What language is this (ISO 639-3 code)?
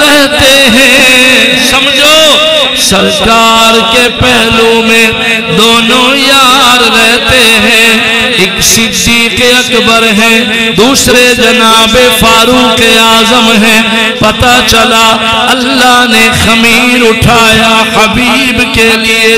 urd